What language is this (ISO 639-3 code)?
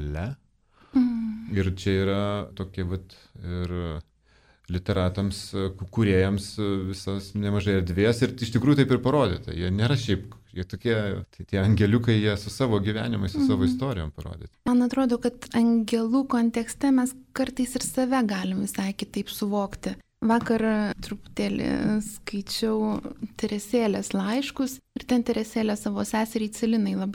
lit